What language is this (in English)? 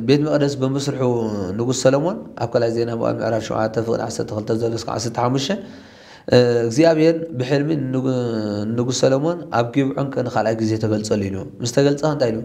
Tigrinya